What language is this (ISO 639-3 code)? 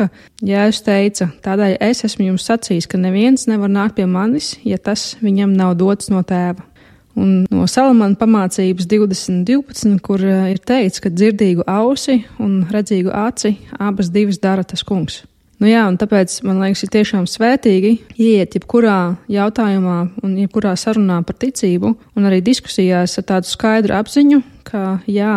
lav